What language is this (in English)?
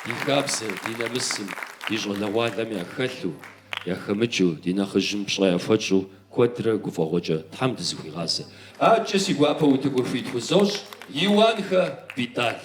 Kabardian